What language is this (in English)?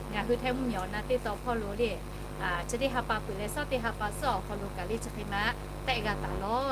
Lahu